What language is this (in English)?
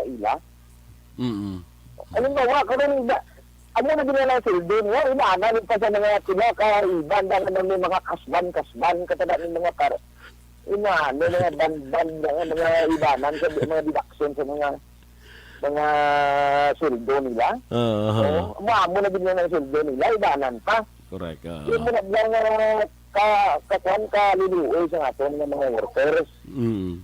Hiligaynon